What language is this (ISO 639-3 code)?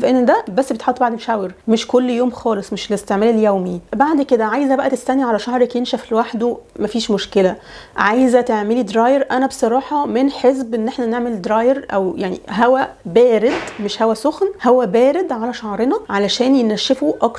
arz